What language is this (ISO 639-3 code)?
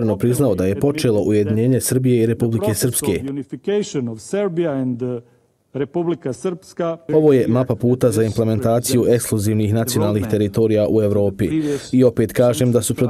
bos